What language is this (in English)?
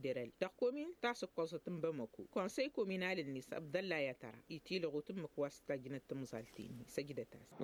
Tamasheq